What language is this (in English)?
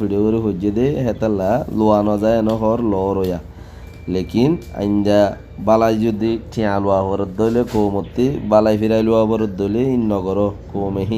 Rohingya